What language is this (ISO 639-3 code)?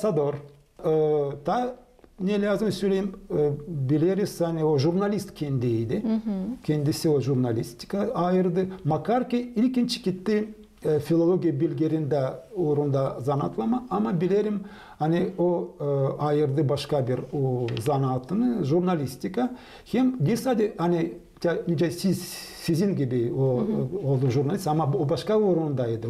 gag